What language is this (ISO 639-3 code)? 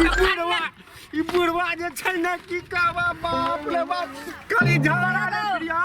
mai